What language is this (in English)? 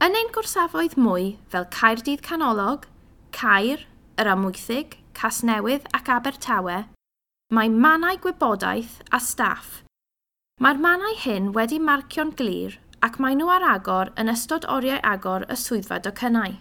Welsh